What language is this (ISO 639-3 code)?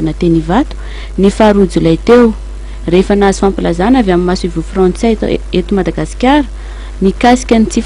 mlg